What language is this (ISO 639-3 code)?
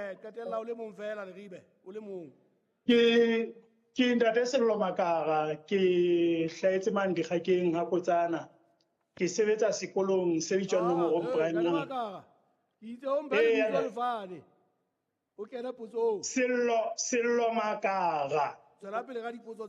sot